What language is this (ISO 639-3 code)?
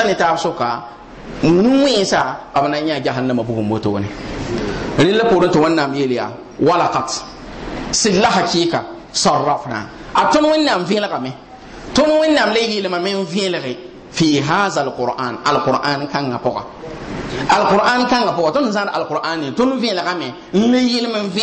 mos